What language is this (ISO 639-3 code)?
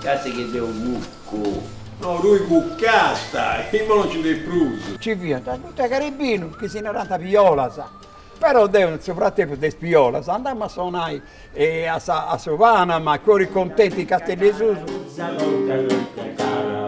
srd